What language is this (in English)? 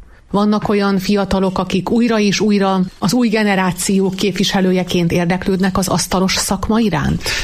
Hungarian